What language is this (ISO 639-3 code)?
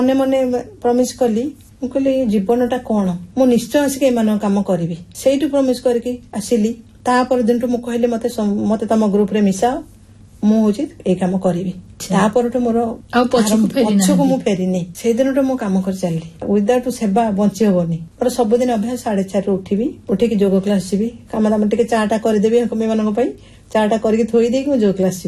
ori